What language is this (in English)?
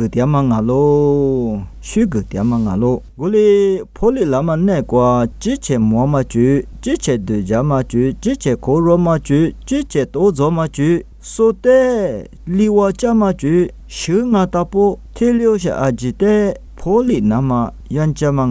Lisu